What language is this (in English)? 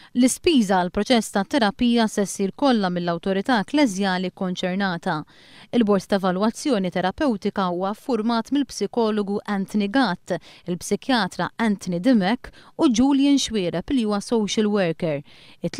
Maltese